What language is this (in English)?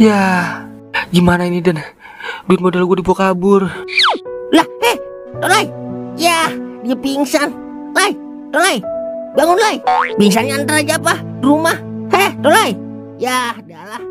Betawi